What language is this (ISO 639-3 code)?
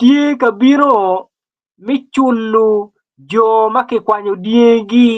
ach